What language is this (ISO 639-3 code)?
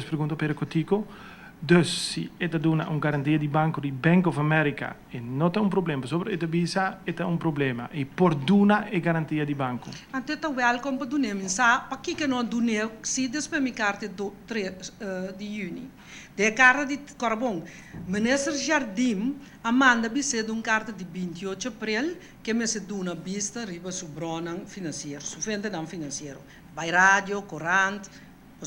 pap